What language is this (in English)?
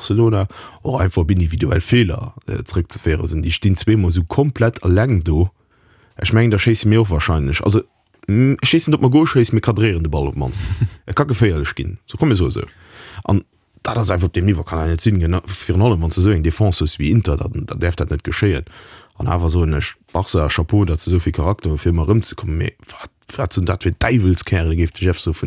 Luxembourgish